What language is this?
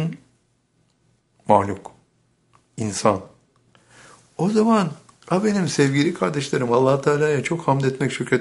Turkish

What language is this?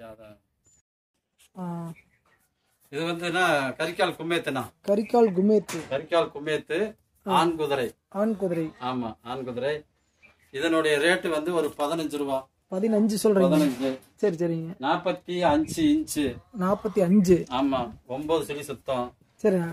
Tamil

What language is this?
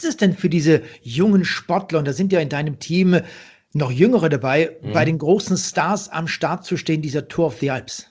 German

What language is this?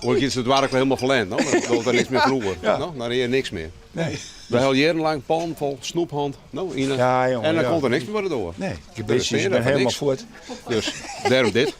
Western Frisian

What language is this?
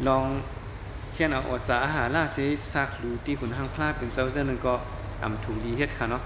Shan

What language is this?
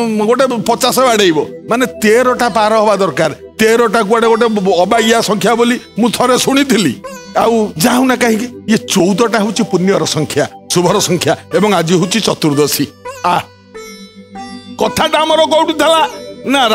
Odia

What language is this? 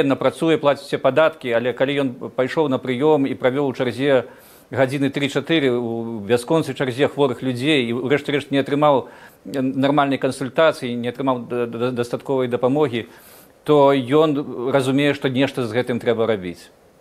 Belarusian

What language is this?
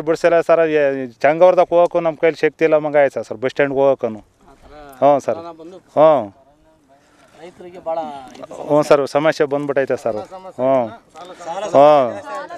Kannada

